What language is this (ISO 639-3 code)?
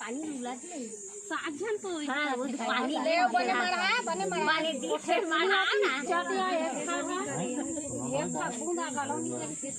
hne